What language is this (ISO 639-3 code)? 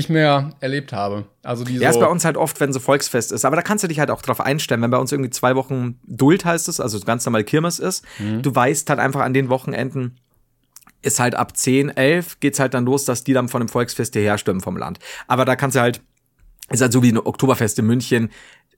deu